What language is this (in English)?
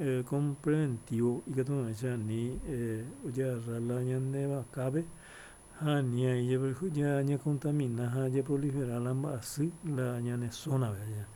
Guarani